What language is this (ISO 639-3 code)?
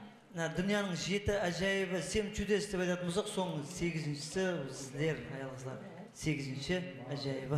kaa